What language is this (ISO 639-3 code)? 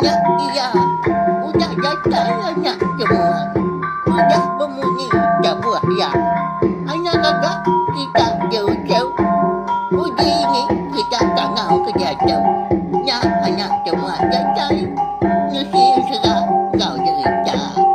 iba